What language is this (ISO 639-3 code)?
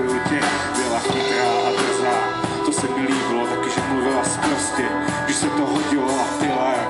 ces